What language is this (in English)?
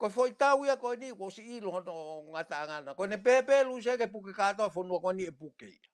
Tongan